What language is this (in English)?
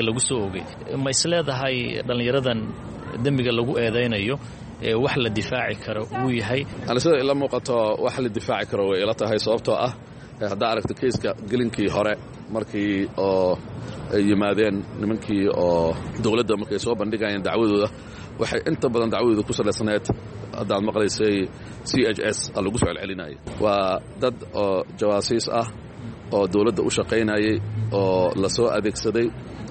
Somali